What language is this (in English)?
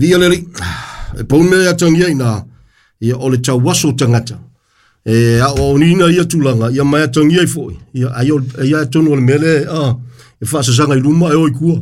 Samoan